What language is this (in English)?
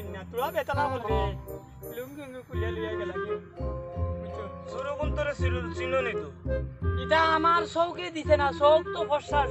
Sylheti